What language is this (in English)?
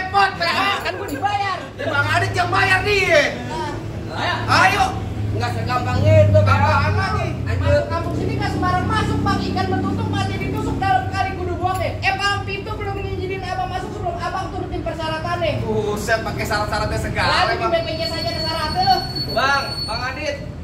Betawi